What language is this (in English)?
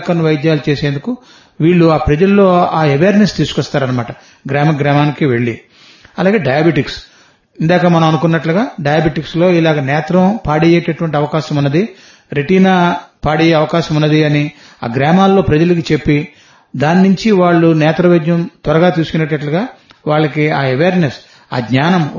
Telugu